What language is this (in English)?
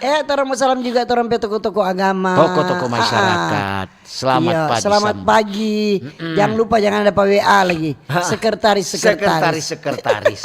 Manado Malay